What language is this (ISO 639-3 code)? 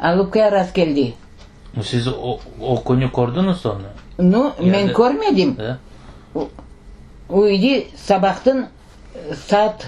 crh